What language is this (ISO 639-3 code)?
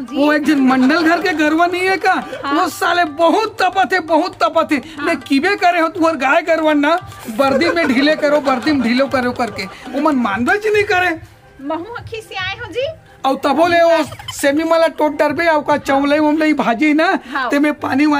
hne